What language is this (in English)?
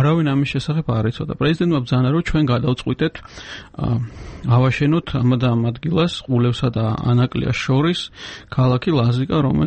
Georgian